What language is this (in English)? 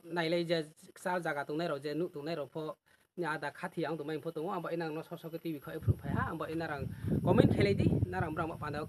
Riang (India)